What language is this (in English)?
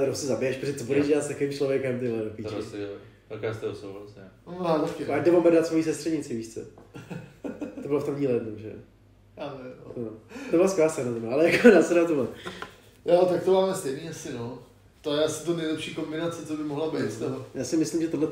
Czech